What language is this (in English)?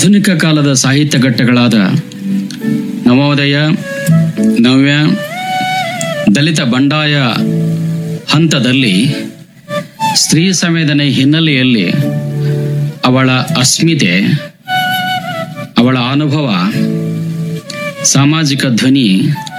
Kannada